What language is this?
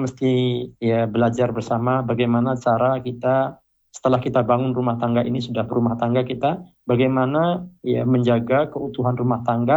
Indonesian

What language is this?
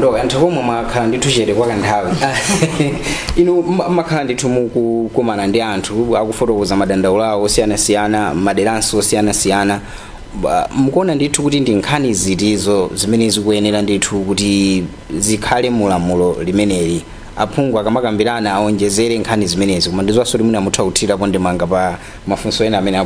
Nyanja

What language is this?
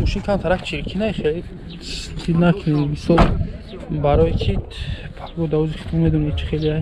Tajik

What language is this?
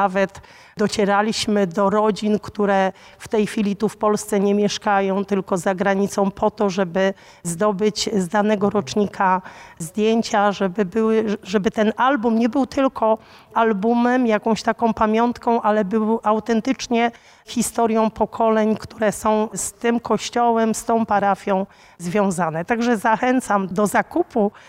Polish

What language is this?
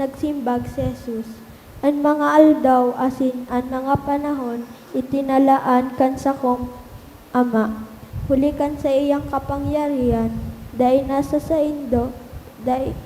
Bikol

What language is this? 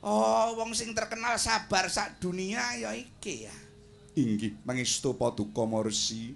Javanese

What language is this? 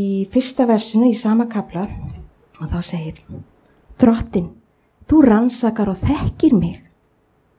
Icelandic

